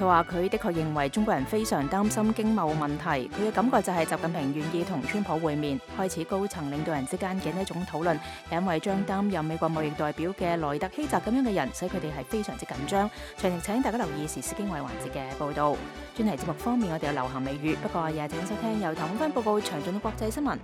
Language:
Cantonese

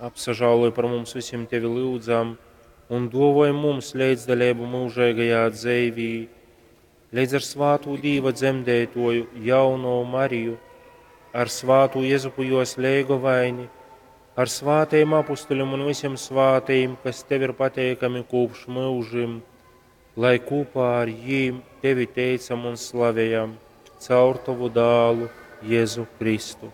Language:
Latgalian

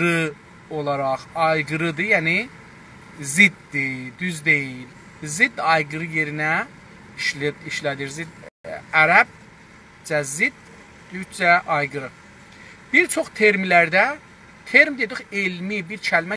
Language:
South Azerbaijani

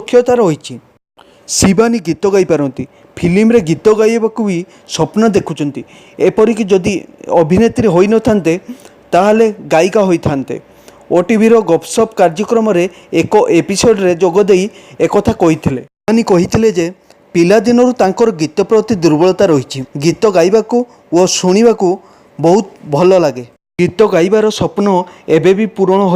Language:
Odia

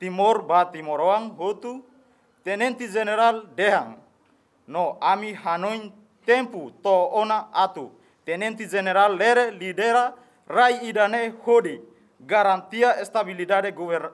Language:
Tetum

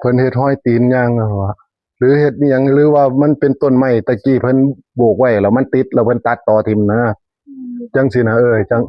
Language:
Northeastern Thai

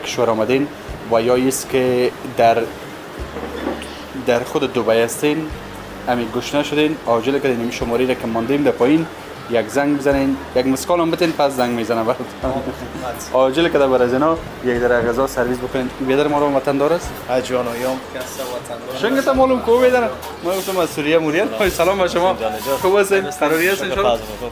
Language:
Persian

